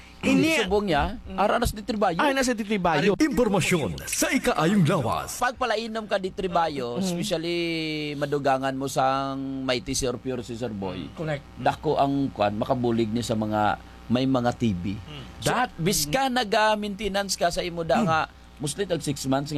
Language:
Hiligaynon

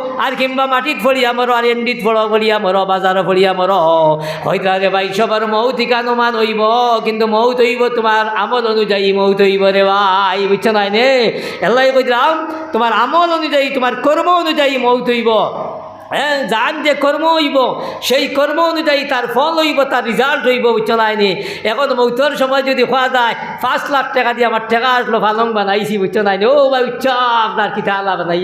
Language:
Sylheti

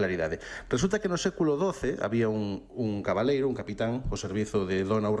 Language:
Galician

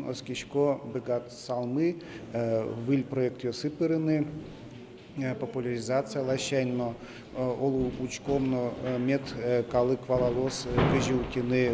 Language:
Udmurt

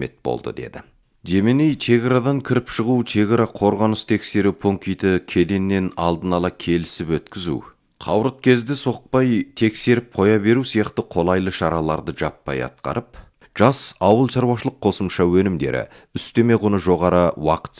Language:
Kazakh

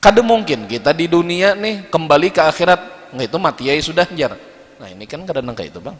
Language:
Banjar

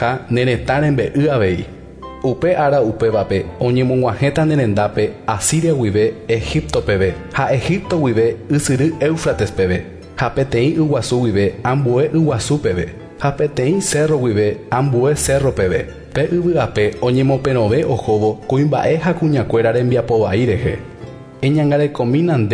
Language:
Guarani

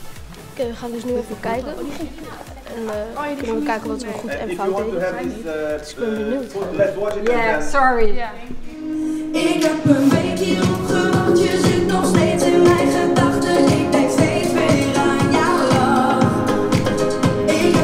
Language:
Dutch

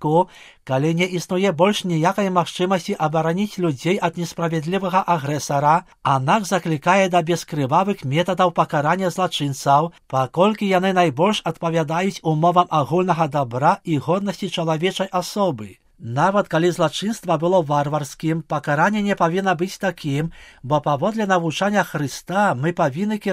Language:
Belarusian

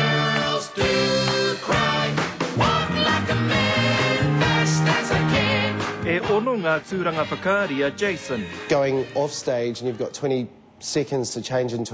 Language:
Māori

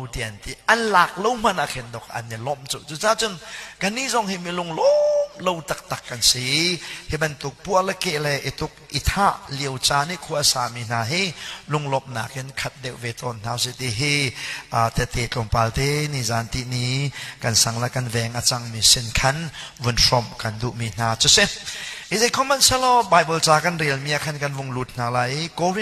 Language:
Hakha Chin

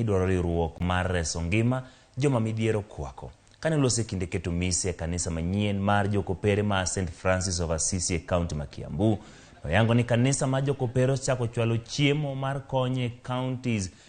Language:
Luo (Kenya and Tanzania)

